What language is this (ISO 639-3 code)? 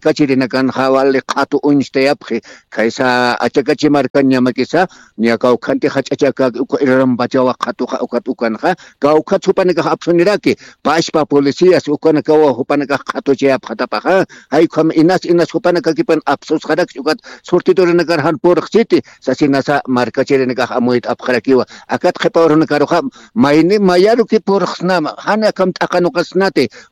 aym